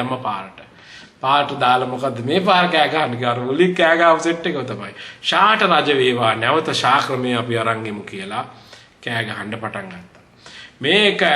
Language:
Sinhala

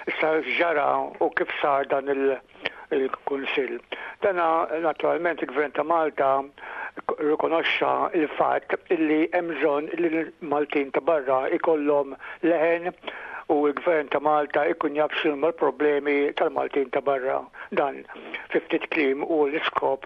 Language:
Maltese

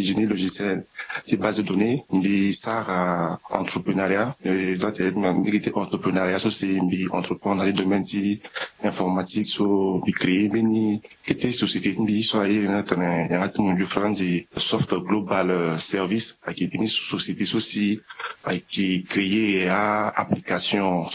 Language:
Sango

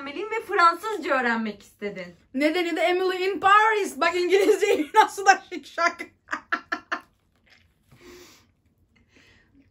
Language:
Turkish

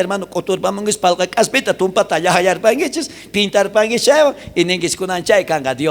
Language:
South Bolivian Quechua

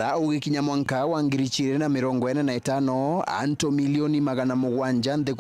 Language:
Meru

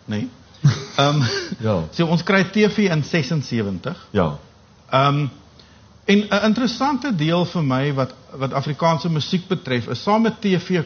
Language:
Afrikaans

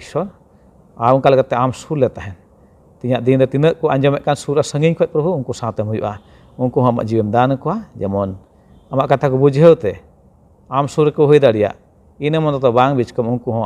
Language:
Santali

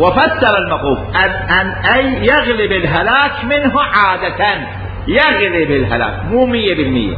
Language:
Mesopotamian Arabic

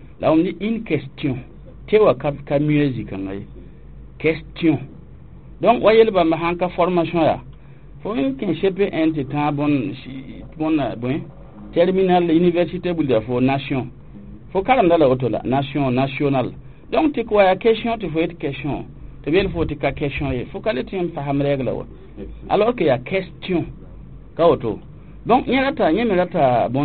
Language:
Mossi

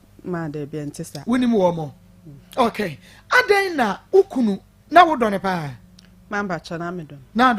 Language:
Akan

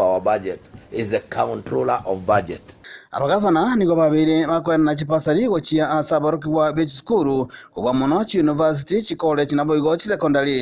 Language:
Gusii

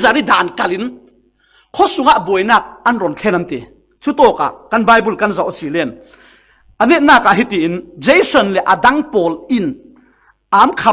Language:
Falam Chin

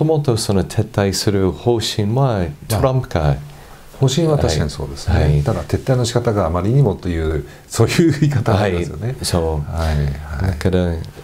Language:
Japanese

